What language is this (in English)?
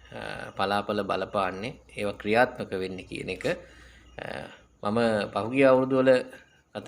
Sinhala